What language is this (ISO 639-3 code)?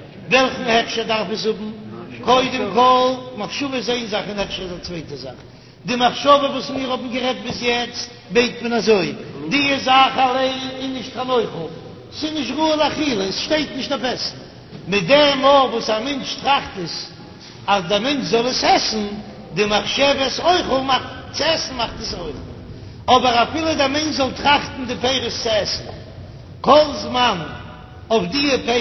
yid